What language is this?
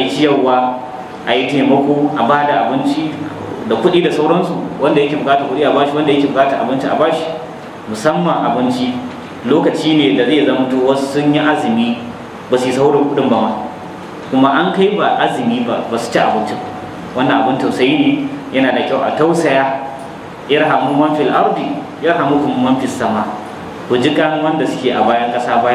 Hausa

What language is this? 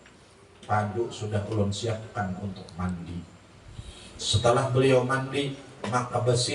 Banjar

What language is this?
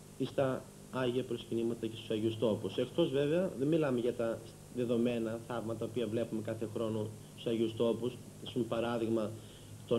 Greek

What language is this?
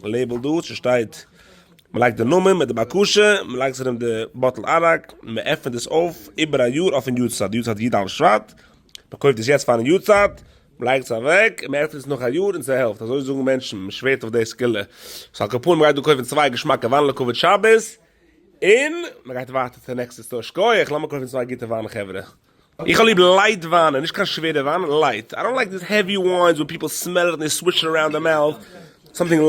Yiddish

